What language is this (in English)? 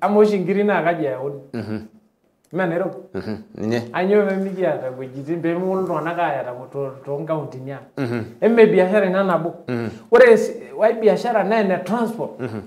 Masai